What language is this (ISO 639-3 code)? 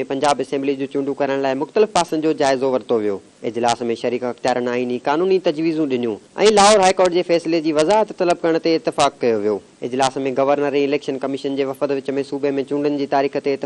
snd